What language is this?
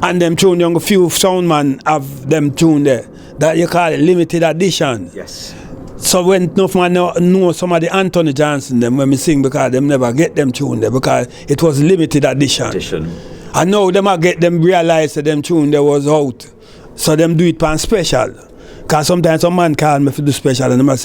Jamaican Creole English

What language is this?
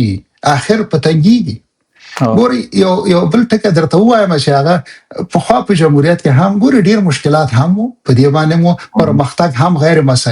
Pashto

